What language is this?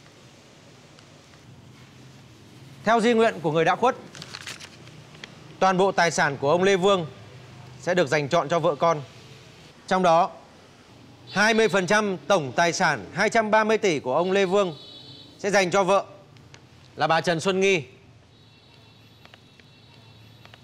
Vietnamese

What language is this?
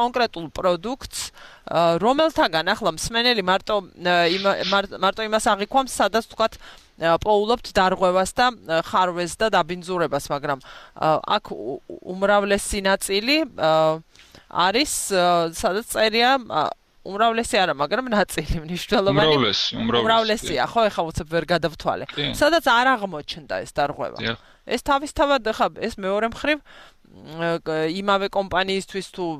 Georgian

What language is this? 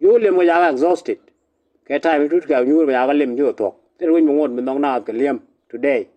Nuer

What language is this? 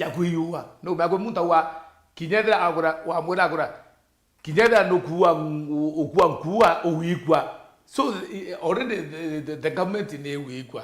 Meru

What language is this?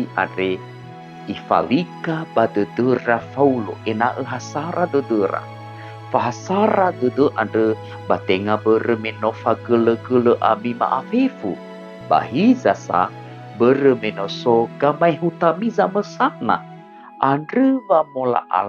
Nias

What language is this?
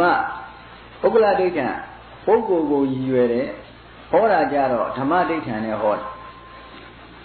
Burmese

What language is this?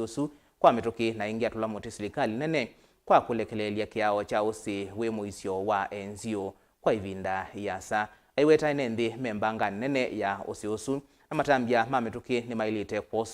Kamba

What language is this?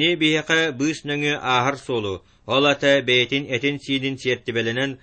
Yakut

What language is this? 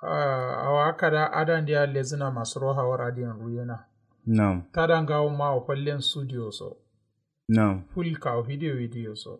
Kanuri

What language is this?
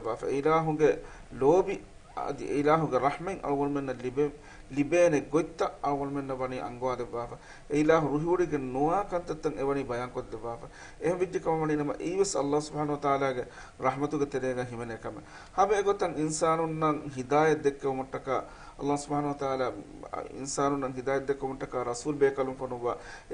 Divehi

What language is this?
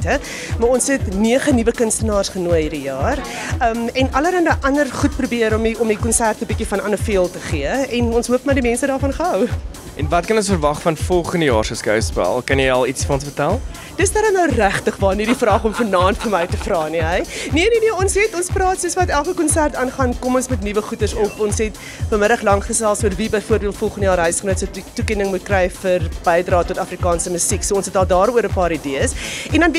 Afrikaans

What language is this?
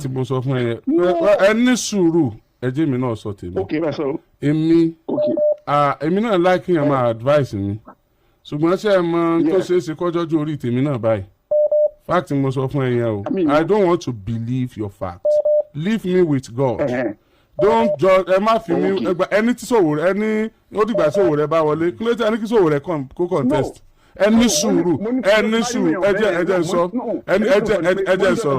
Yoruba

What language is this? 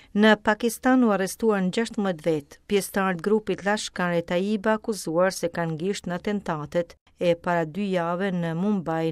Albanian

